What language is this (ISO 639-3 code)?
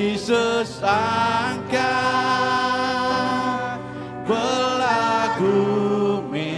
iba